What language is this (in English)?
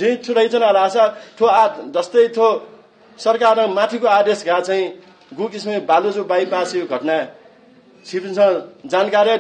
Newari